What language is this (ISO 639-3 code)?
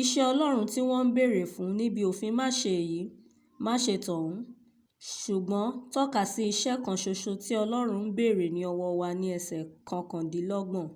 yor